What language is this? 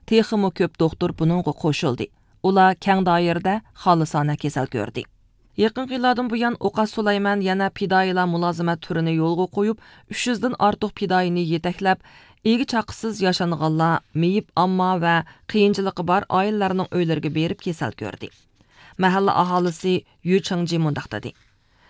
Uyghur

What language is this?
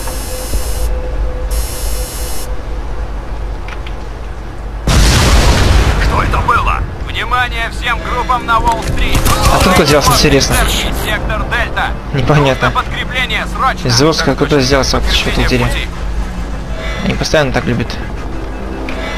Russian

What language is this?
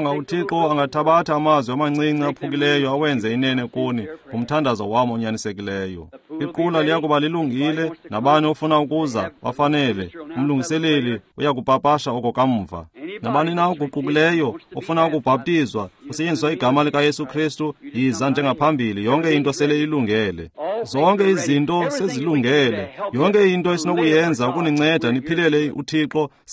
Xhosa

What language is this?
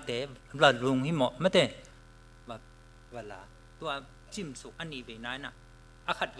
Tedim Chin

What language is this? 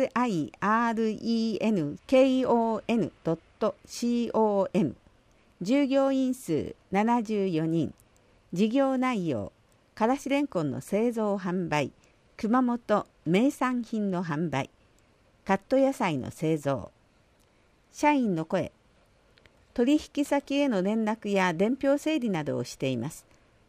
Japanese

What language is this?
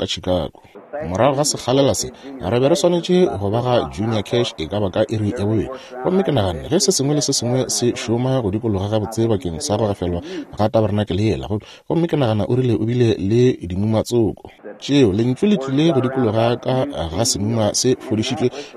Northern Sotho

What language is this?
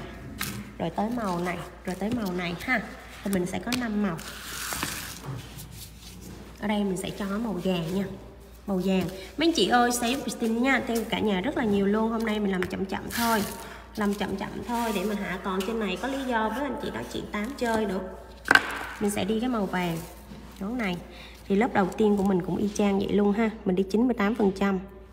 Vietnamese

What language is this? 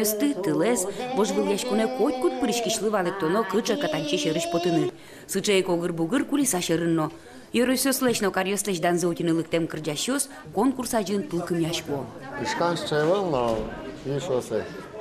Udmurt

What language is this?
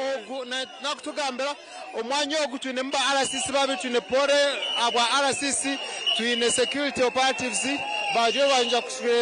Nyankole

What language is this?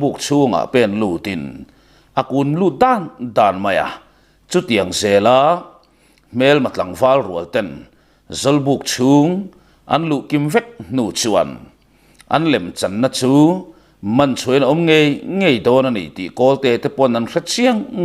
Mizo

